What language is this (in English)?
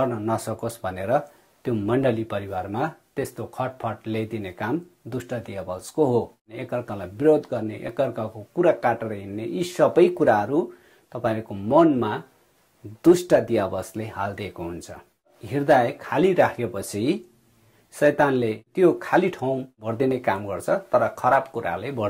Nepali